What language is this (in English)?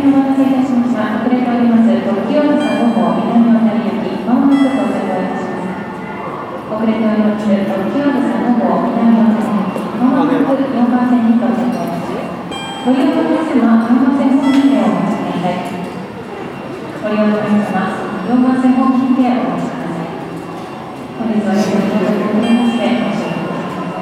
Japanese